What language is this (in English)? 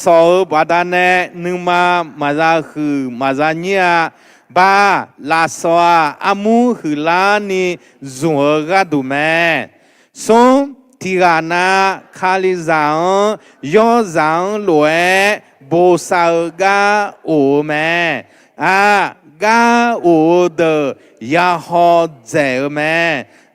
Akha